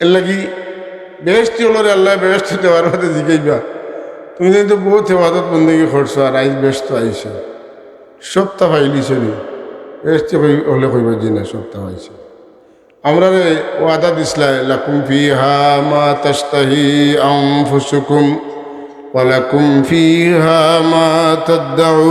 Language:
Sylheti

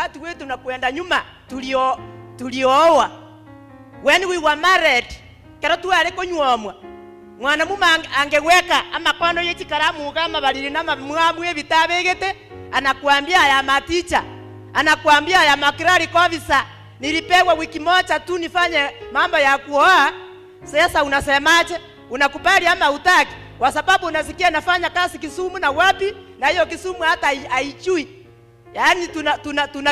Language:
Gusii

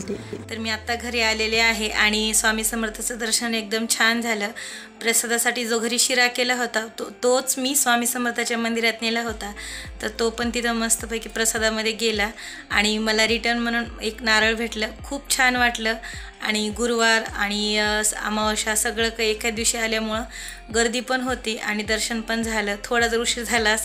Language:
Marathi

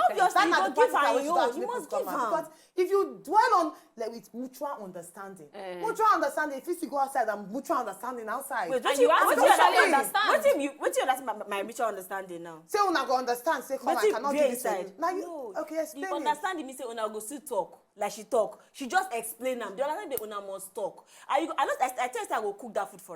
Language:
Nigerian Pidgin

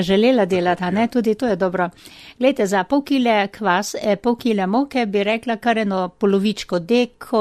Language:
Slovenian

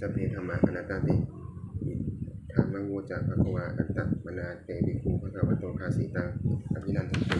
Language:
Pali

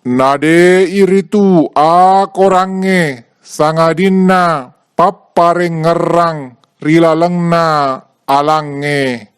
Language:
Buginese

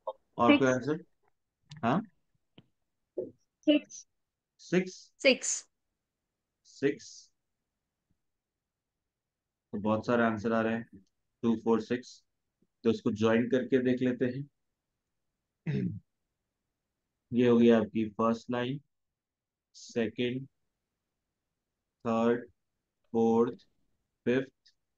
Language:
Hindi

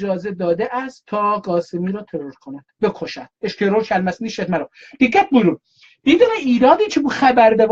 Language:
South Azerbaijani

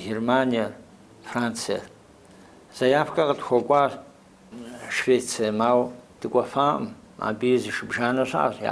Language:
Kabardian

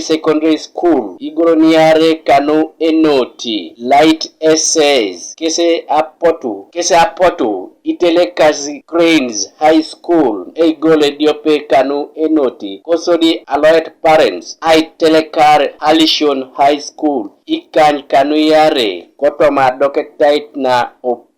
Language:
Teso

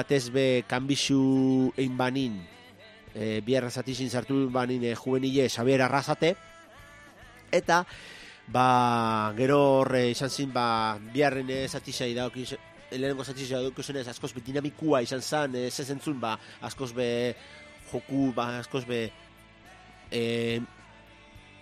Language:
Basque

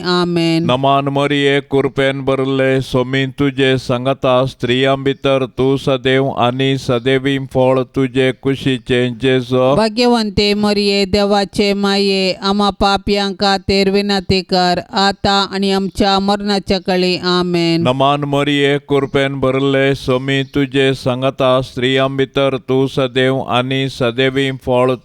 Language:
Konkani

